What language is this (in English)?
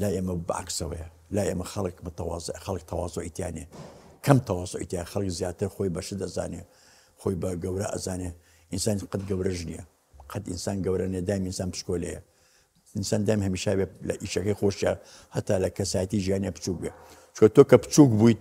Central Kurdish